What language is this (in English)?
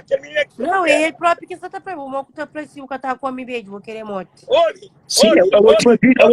Kabuverdianu